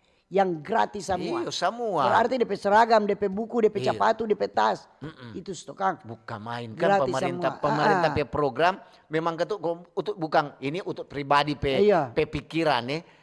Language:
Manado Malay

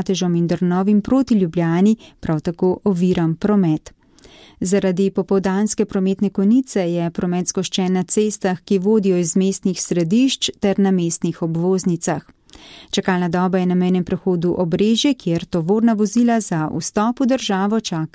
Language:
Slovenian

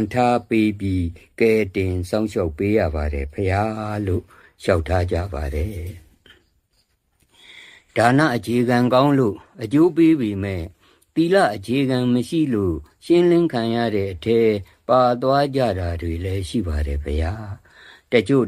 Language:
Burmese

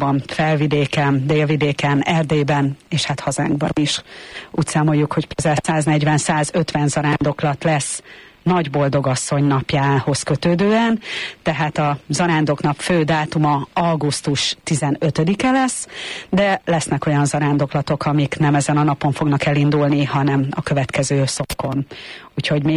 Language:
Hungarian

